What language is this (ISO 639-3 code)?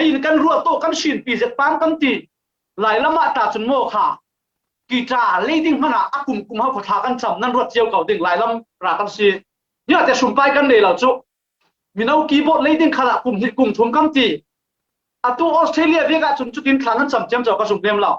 cfm